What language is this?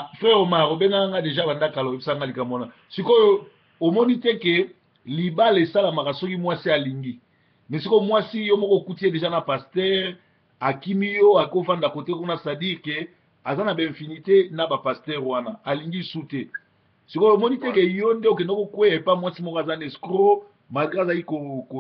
Lingala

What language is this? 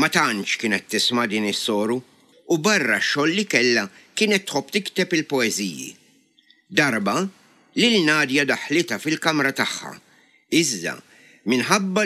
Maltese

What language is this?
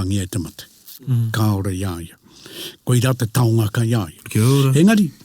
Māori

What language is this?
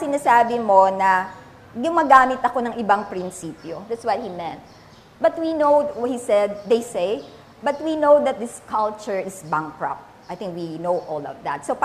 Filipino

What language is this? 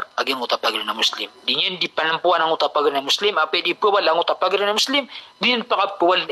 Maranao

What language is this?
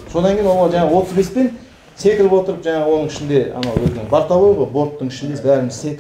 Kazakh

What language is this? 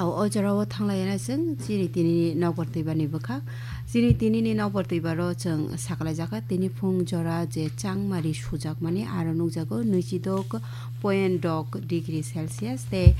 Kok Borok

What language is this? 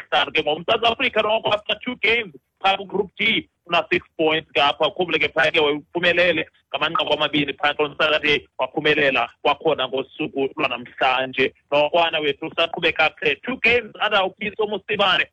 Xhosa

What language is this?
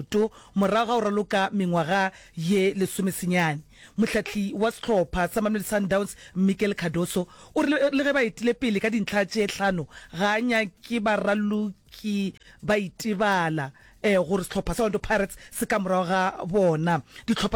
Northern Sotho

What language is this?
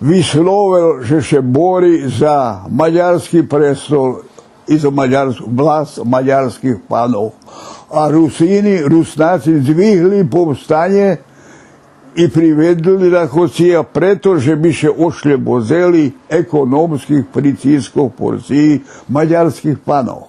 Rusyn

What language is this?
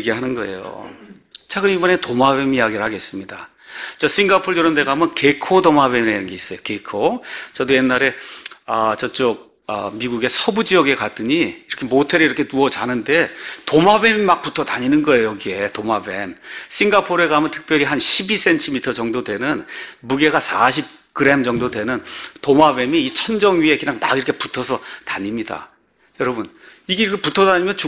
Korean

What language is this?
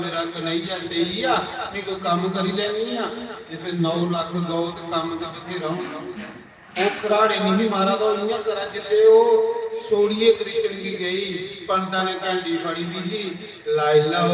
Dogri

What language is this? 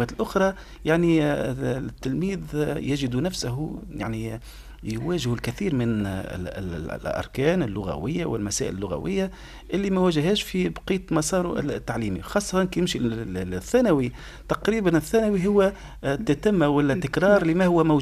Tunisian Arabic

